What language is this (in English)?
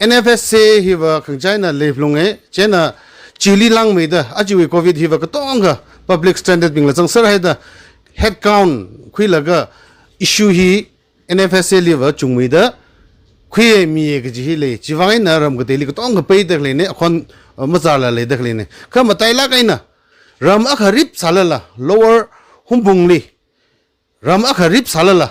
Tangkhul Naga (India)